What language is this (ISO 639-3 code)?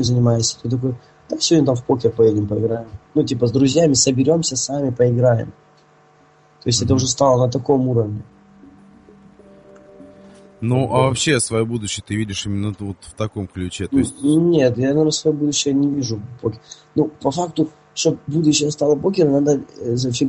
rus